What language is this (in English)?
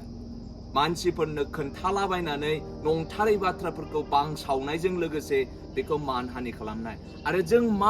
Bodo